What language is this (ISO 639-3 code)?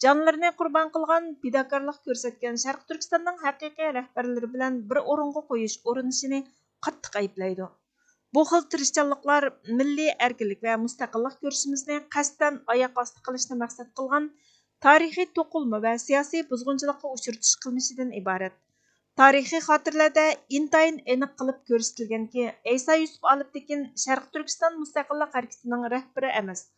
uig